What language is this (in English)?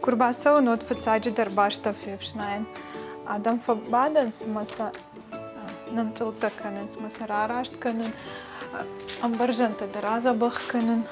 Ossetic